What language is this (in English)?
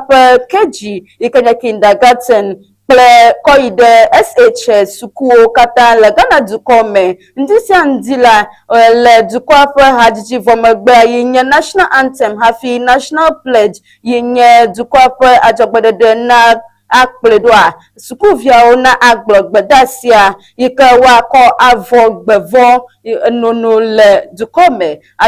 Ewe